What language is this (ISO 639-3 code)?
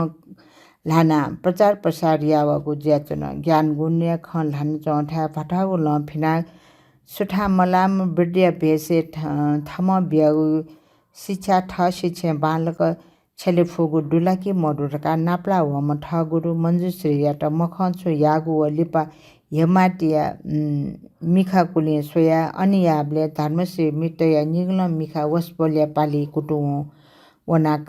new